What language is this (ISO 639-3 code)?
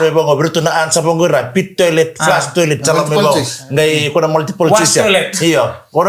fij